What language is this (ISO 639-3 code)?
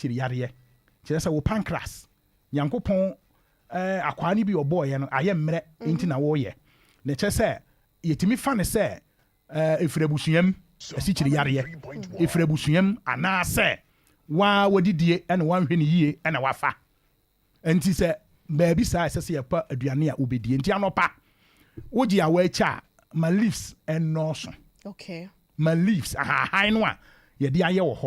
aka